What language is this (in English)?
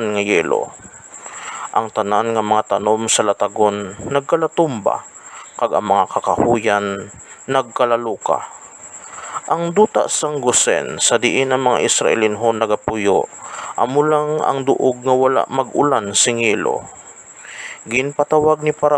Hiligaynon